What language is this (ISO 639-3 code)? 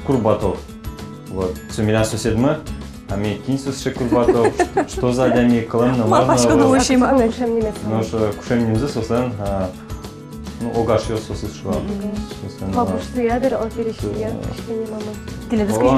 udm